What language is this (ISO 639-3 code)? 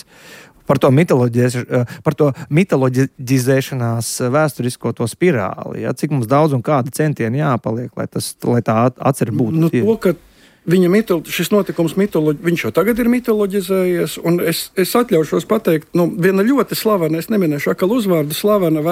lav